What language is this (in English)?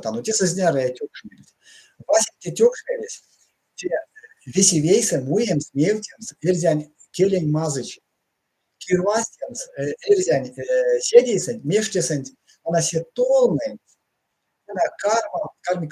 Erzya